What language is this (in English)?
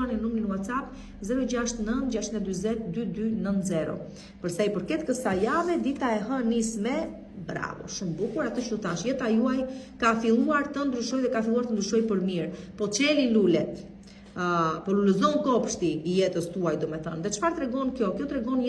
Albanian